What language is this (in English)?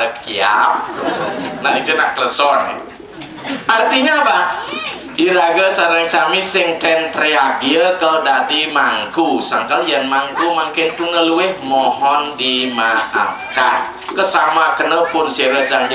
Balinese